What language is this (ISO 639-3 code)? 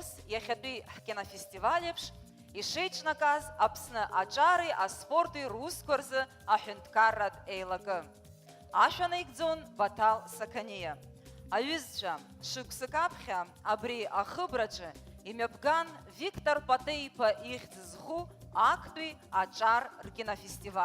abk